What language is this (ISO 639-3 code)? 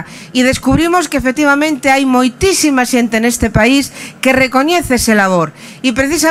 glg